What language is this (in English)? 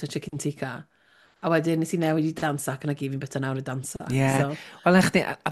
Welsh